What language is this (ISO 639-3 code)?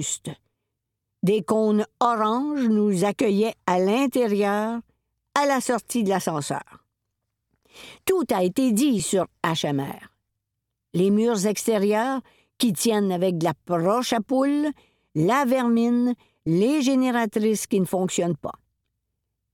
fra